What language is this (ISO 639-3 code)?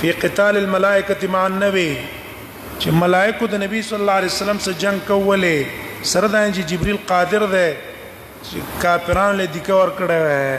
pus